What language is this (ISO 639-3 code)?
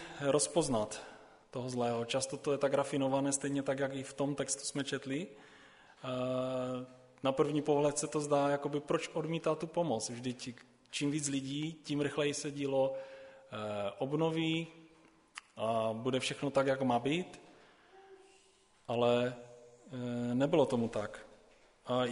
ces